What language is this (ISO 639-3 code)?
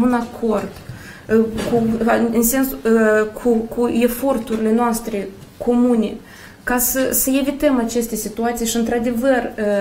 ron